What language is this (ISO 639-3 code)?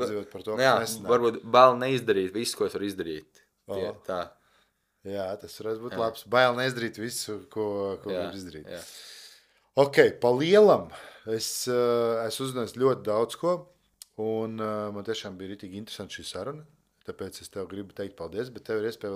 lav